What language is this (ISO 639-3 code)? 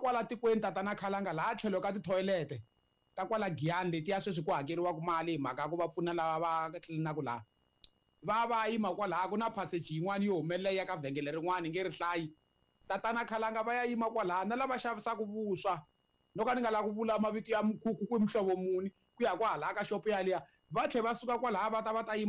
tso